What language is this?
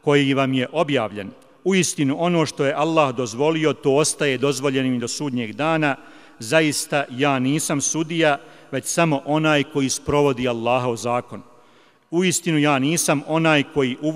Bosnian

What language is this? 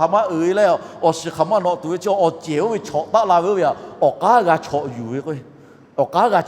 Lahu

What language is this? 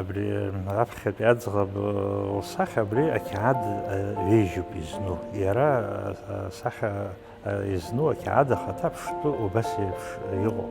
Abkhazian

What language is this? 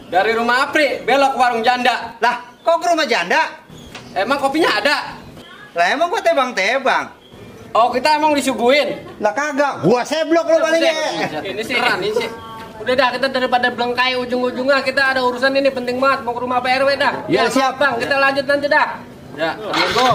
Betawi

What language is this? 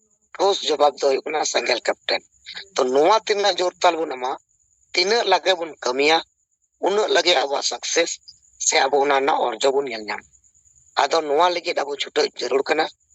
Santali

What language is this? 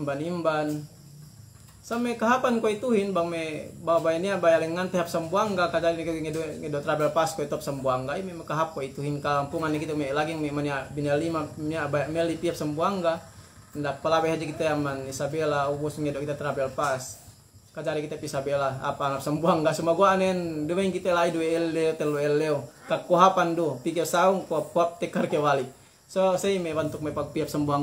Yakan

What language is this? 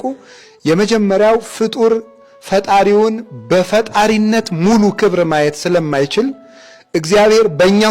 Amharic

